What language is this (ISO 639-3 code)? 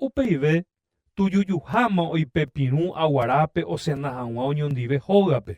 grn